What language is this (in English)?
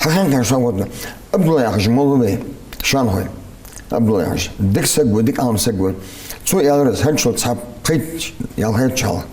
Ingush